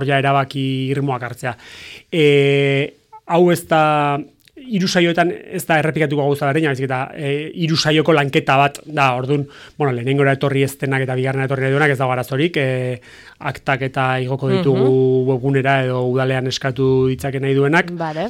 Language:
Basque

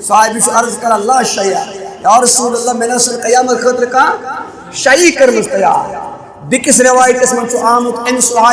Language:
Kashmiri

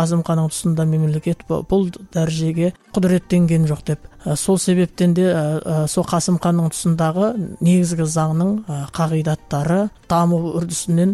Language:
Kazakh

